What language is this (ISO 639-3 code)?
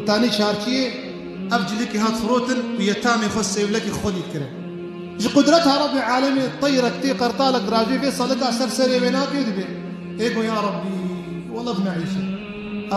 kur